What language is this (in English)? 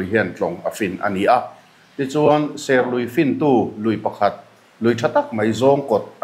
Mizo